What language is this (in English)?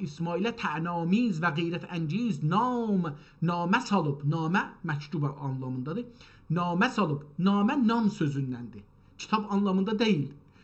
South Azerbaijani